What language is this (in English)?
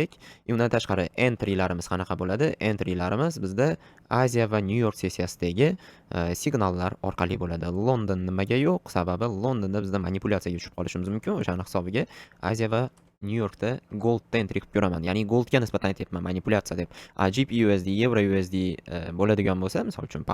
Uzbek